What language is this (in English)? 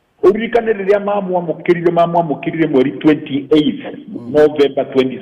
Kikuyu